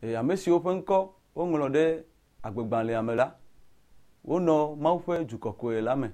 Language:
Ewe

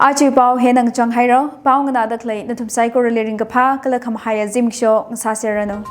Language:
Tangkhul Naga (India)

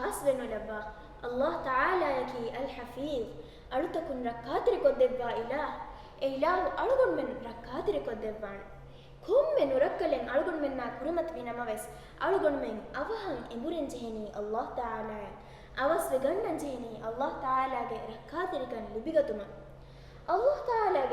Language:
Divehi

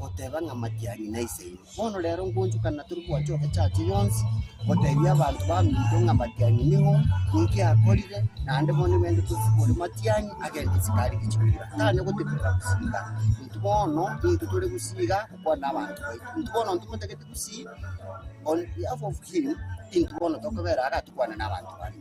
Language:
Gusii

